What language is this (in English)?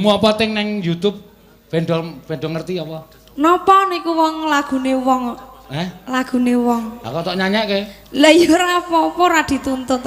Javanese